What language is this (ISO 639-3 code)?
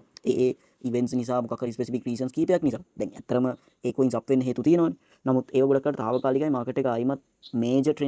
sin